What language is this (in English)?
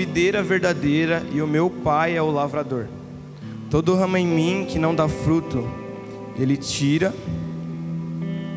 Portuguese